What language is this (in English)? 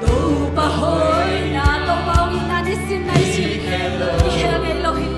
Tedim Chin